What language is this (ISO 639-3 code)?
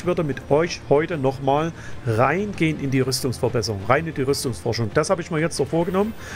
deu